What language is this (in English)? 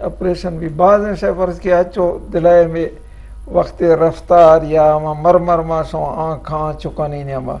Eastern Balochi